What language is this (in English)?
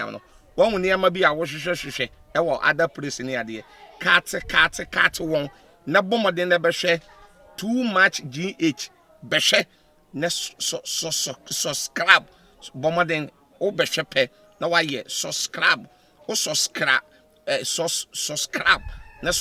Akan